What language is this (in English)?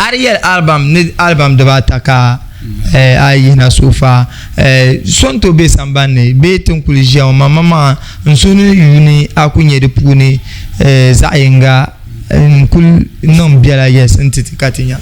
Dagbani